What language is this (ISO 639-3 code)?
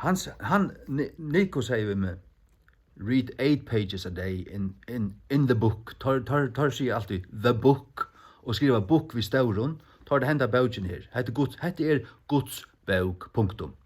fao